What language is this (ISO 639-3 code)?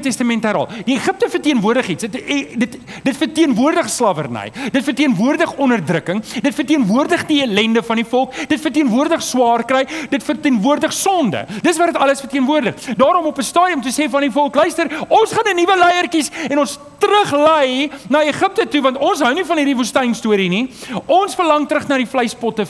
afr